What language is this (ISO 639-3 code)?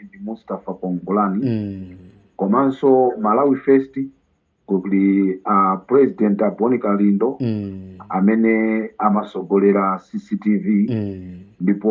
nya